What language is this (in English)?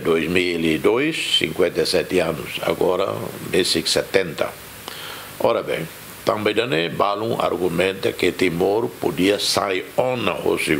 Tetum